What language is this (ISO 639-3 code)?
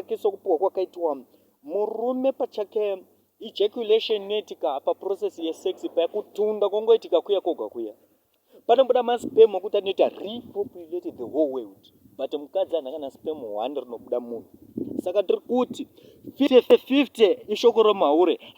sna